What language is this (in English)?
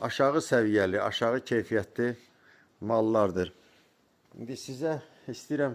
Azerbaijani